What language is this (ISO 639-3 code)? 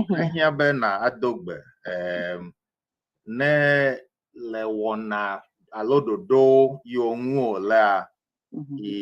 ewe